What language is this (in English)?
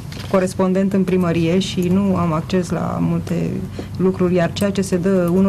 Romanian